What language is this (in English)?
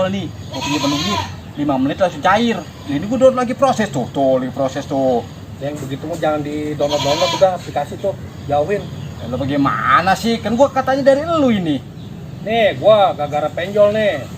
Betawi